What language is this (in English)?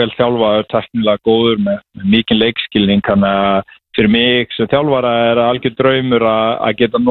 Icelandic